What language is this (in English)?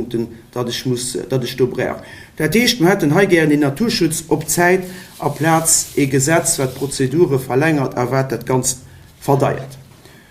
Luxembourgish